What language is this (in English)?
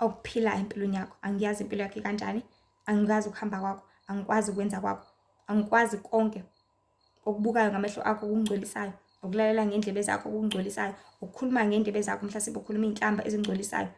Zulu